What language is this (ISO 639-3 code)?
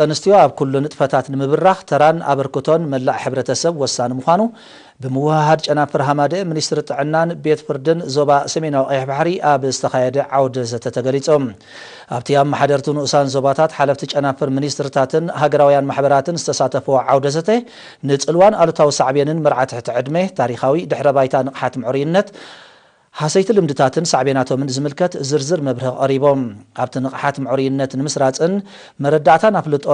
tir